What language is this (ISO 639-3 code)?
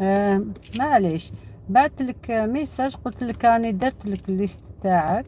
arq